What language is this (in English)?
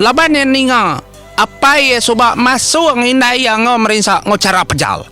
Iban